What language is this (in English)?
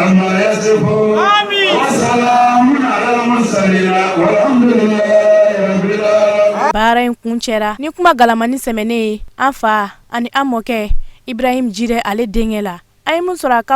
Bambara